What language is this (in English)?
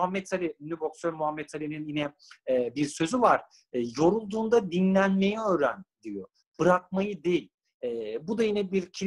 Turkish